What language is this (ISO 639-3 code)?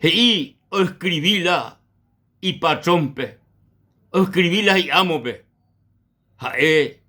grn